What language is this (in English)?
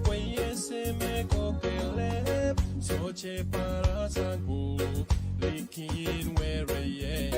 Pohnpeian